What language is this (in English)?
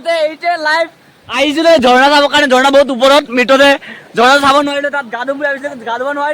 Assamese